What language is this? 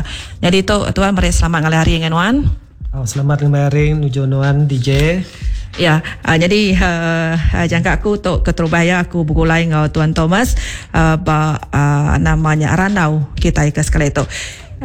Iban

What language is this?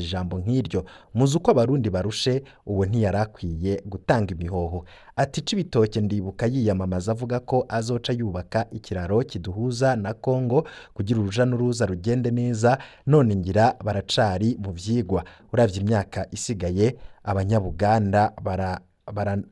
Rundi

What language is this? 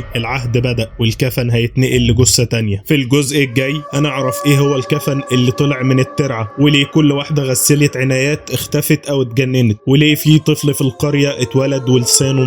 Egyptian Arabic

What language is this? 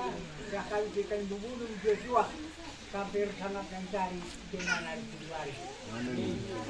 Batak Karo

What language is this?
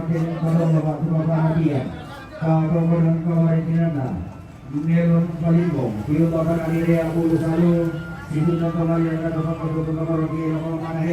Toraja-Sa'dan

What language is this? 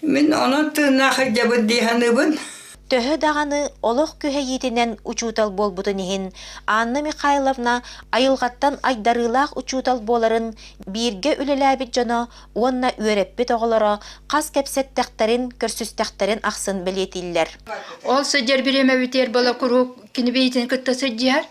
Yakut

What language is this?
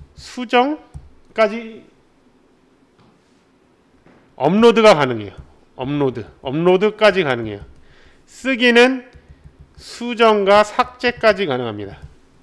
Korean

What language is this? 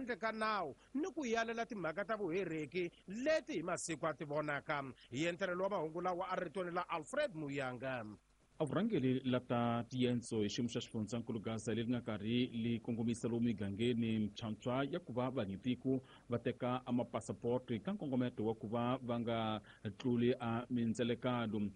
Tsonga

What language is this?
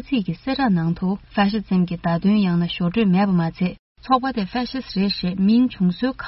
Tibetan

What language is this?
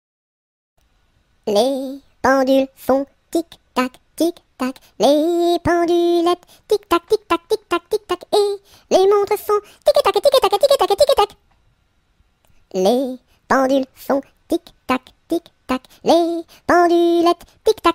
French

